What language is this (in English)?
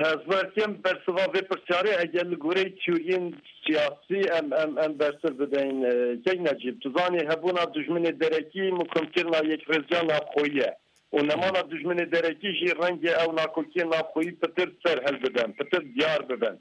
Kurdish